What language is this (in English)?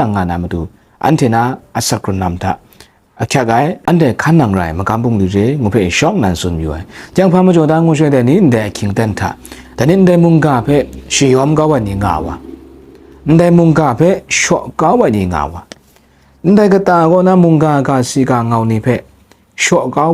Kachin